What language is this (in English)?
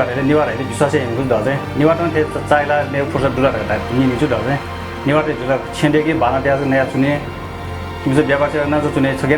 Newari